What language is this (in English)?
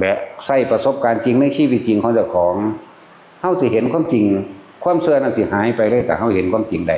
Northeastern Thai